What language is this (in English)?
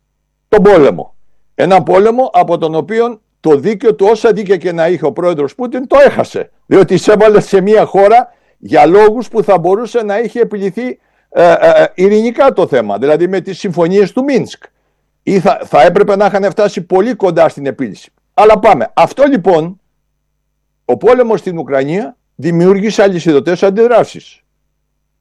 Greek